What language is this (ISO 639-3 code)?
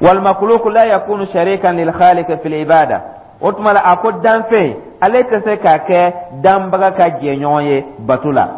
dyu